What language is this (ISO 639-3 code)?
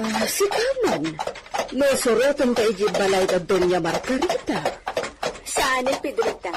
ilo